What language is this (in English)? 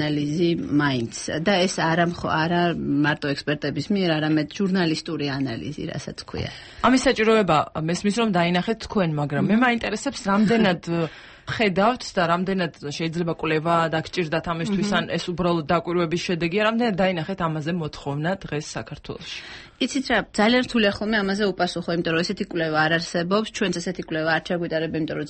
Georgian